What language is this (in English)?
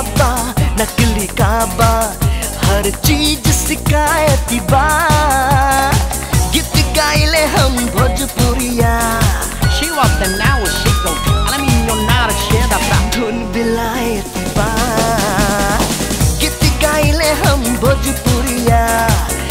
Bhojpuri